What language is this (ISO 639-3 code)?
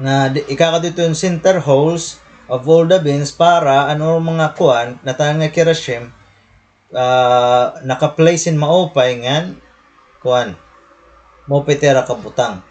war